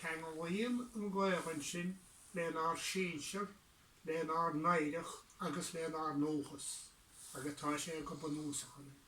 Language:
Irish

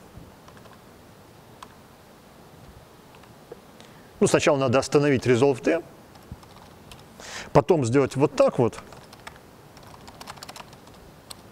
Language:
Russian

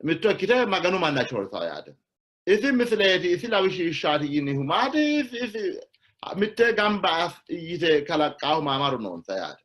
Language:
Sidamo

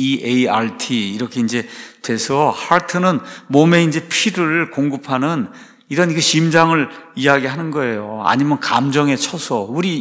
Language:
Korean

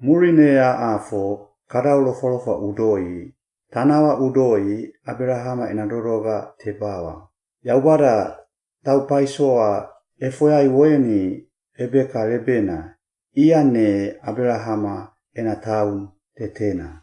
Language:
Suau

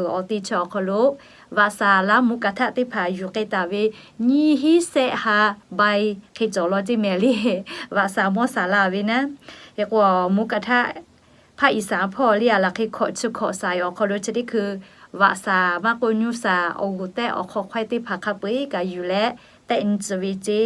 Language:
Lahu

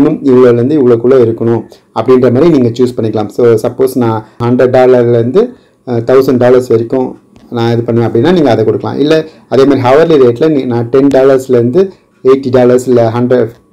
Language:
Tamil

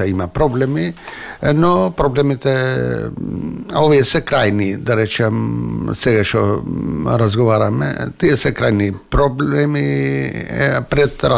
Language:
Macedonian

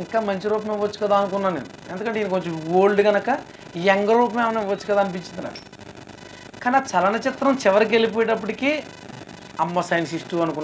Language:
Telugu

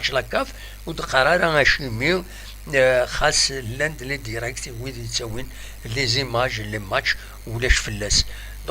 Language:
Kabyle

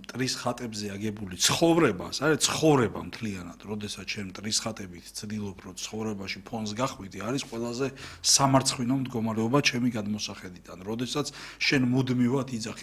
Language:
Georgian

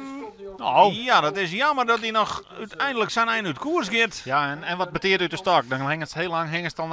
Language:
Western Frisian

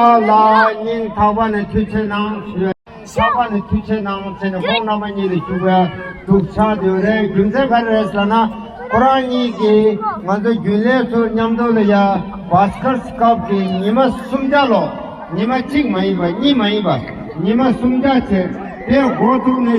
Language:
Tibetan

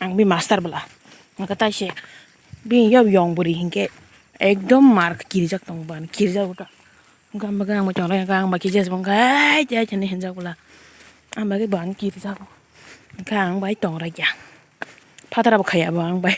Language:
Kok Borok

